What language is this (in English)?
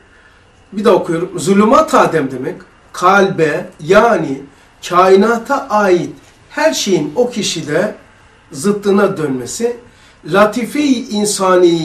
Turkish